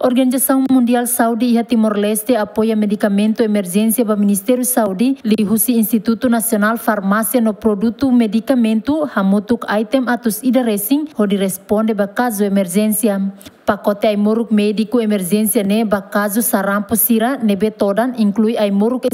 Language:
Tetum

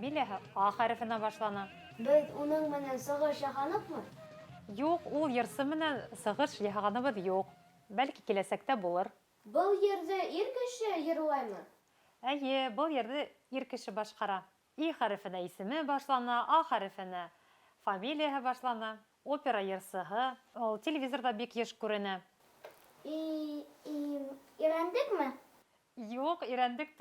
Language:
Bashkir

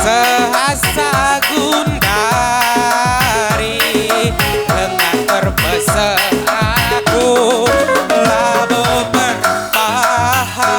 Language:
Batak Karo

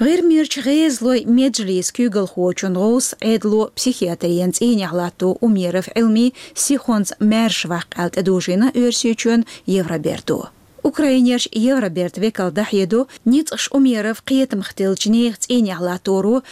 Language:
Chechen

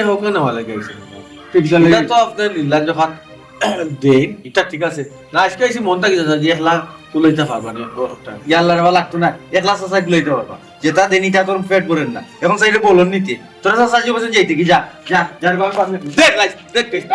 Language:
Sylheti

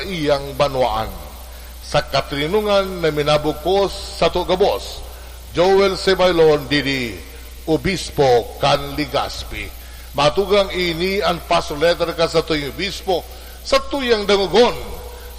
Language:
Bikol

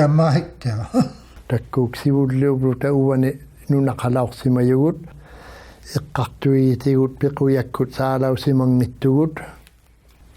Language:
Inuktitut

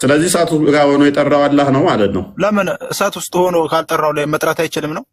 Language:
Amharic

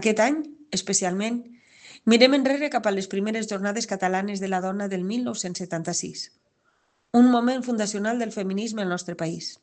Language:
Catalan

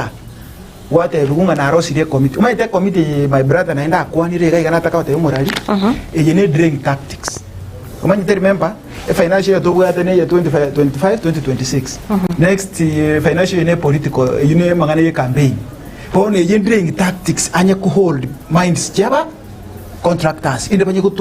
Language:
Gusii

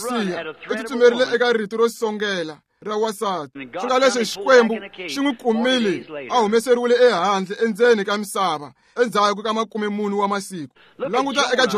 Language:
Tsonga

